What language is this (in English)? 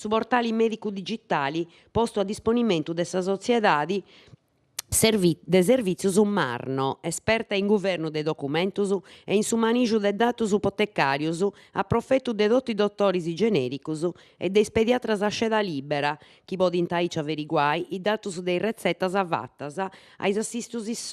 Sardinian